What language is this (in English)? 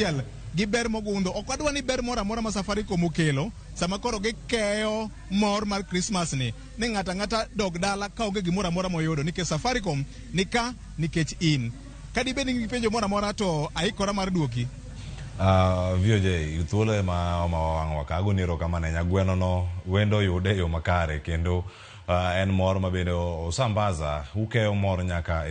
Luo (Kenya and Tanzania)